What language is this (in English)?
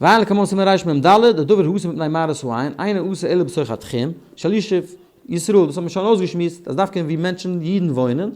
Yiddish